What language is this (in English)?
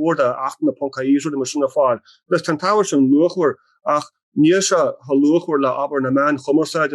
Irish